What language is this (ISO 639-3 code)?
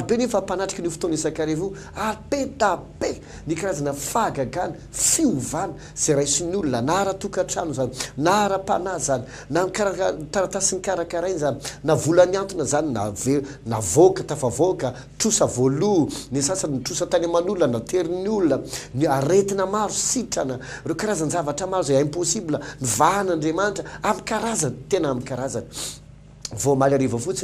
mlg